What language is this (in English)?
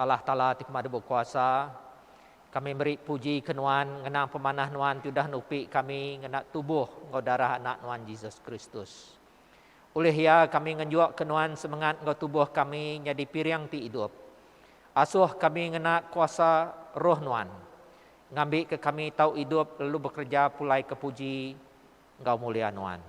Iban